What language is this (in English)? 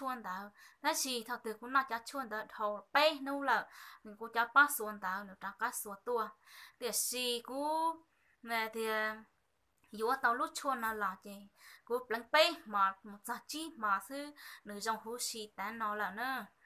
Hmong